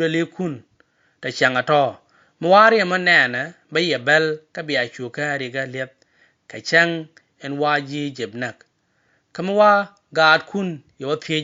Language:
Nuer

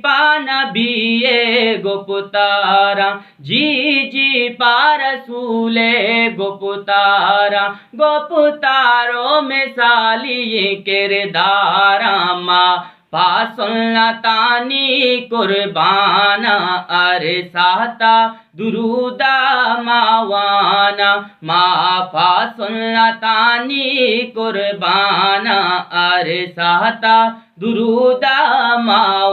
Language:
Eastern Balochi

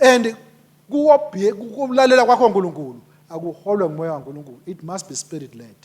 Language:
Swati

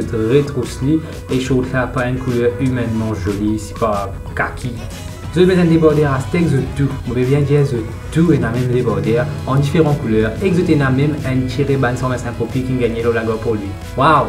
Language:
Morisyen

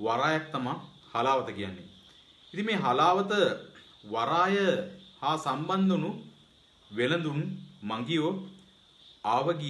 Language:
Sinhala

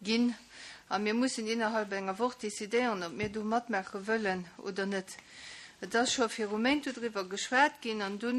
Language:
Luxembourgish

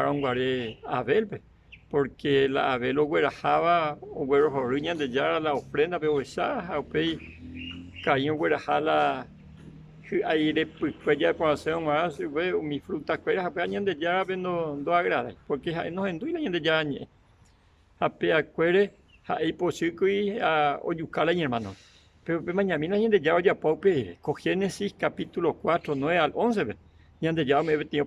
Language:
Guarani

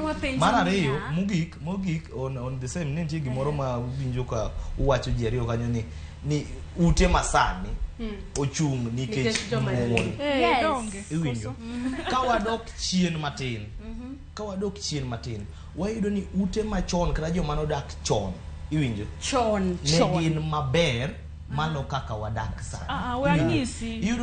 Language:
Luo (Kenya and Tanzania)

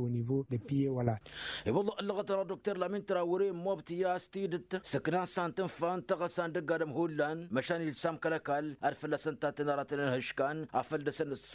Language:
Tamasheq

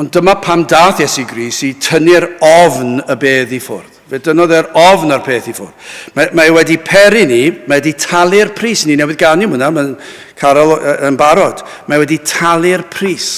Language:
Welsh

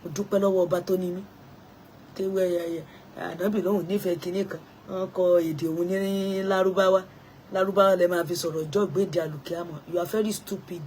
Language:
Yoruba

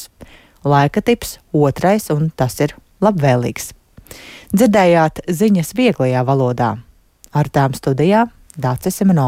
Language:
Latvian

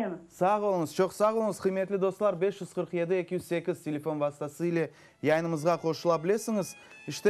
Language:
Crimean Tatar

